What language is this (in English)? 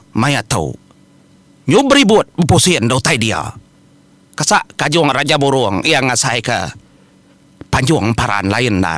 Iban